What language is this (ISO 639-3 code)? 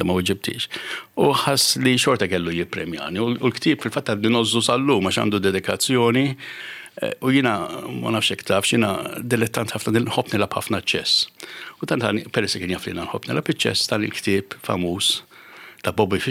mlt